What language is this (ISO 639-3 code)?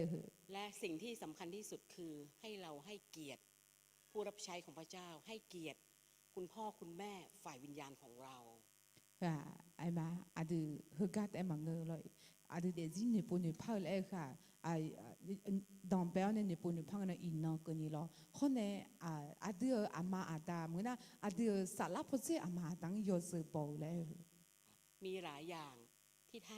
ahk